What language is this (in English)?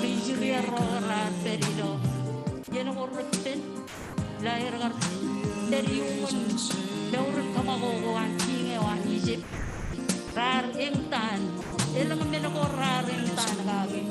Marshallese